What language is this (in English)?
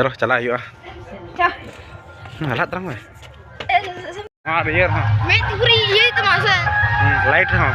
Santali